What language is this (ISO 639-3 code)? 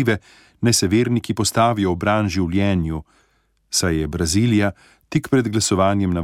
slv